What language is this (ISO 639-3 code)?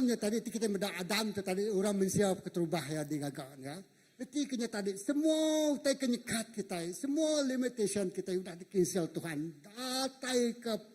iba